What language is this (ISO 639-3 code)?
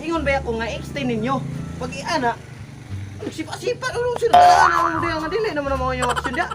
ceb